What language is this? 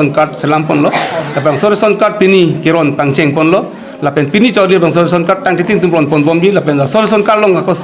Karbi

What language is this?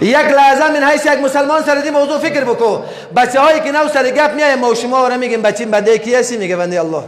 Persian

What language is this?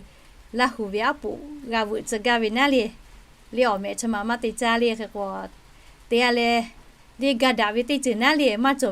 Lahu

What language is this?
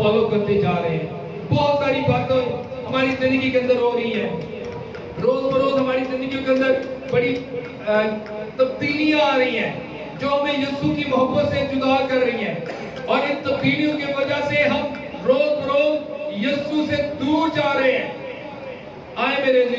Hindi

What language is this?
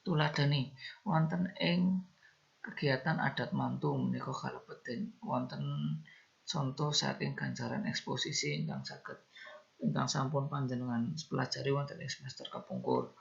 Javanese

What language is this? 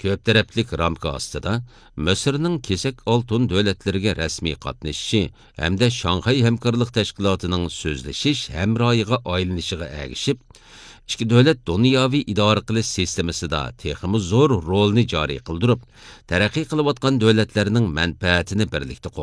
Uyghur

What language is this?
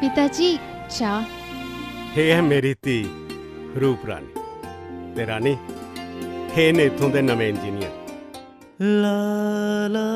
Dogri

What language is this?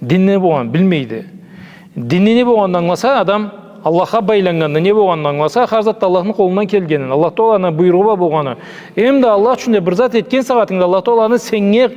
Karachay-Balkar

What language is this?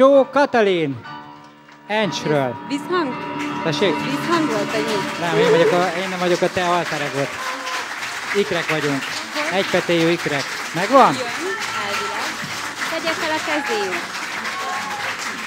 Hungarian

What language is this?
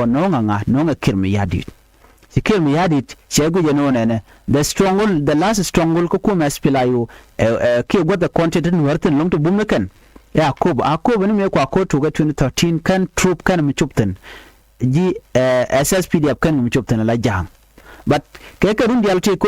Nuer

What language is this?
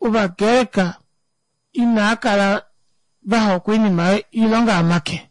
Kuanyama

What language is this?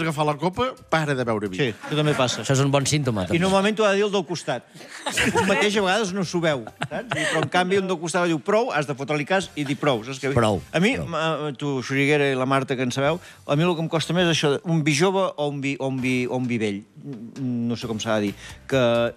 Catalan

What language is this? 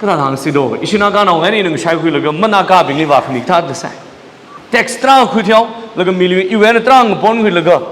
Tangkhul Naga (India)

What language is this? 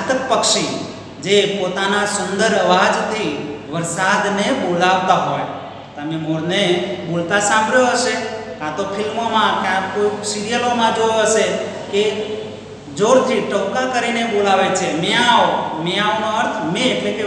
Gujarati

